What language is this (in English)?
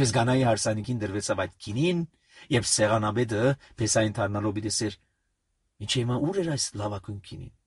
Armenian